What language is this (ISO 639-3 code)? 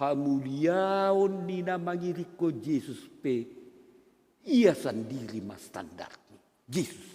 bts